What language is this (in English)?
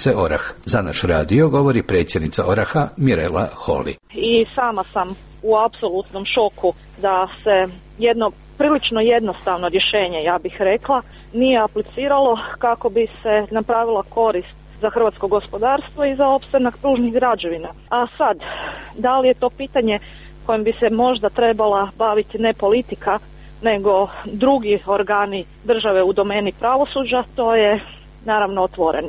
Croatian